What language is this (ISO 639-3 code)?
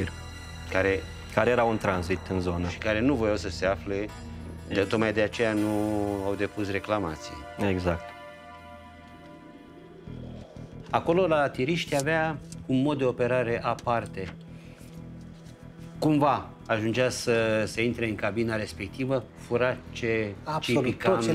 ron